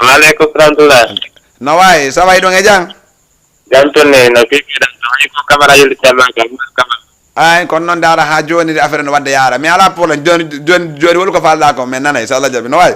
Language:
Fula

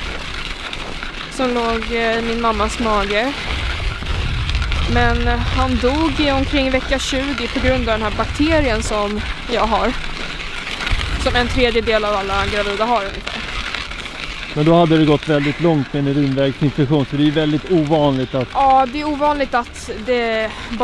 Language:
Swedish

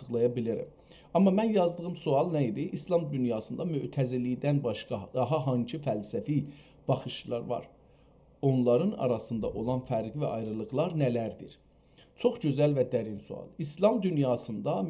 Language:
South Azerbaijani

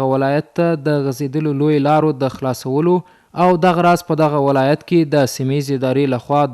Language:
Pashto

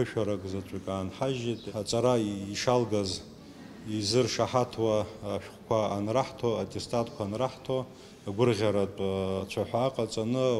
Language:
Abkhazian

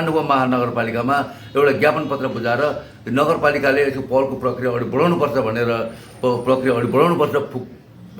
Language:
Nepali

